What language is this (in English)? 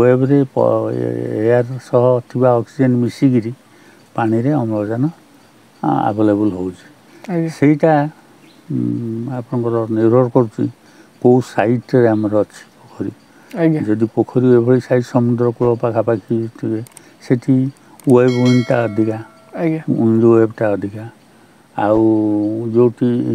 Odia